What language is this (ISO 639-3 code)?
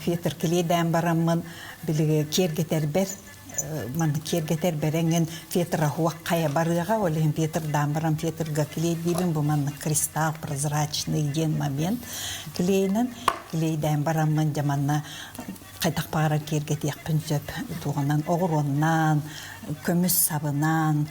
sah